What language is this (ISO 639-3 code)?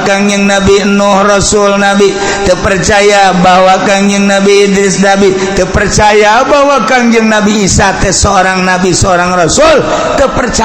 sun